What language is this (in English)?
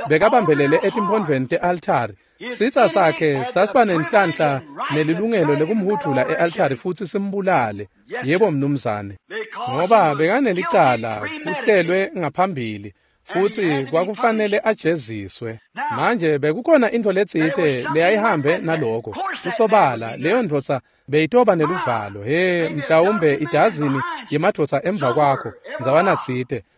Swati